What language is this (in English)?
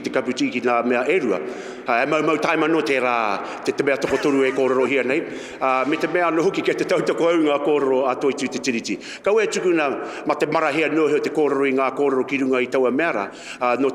Māori